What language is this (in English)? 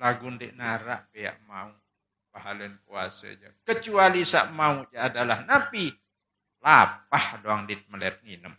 Sasak